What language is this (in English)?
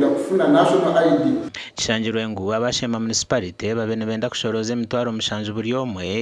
Nyankole